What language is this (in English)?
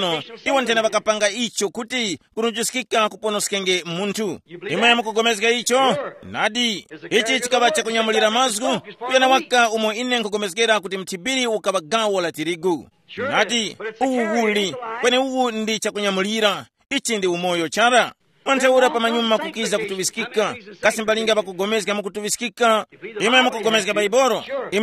Tumbuka